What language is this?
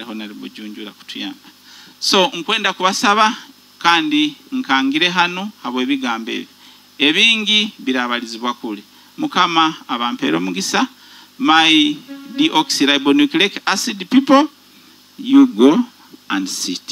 Nyoro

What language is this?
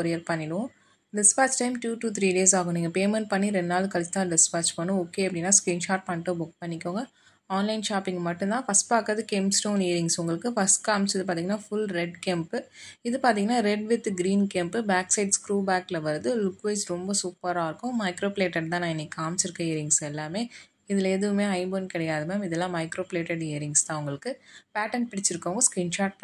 Tamil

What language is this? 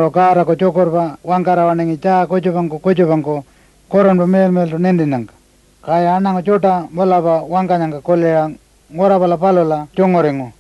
Pitjantjatjara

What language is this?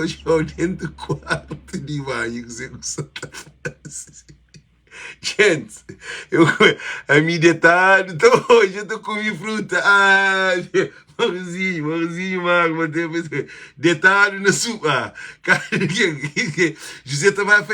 Kabuverdianu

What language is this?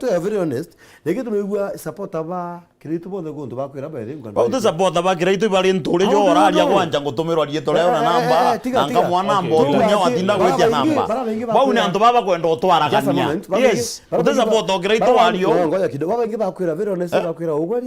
Meru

